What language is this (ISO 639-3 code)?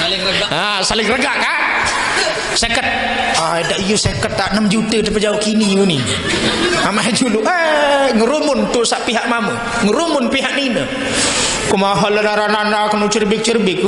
sas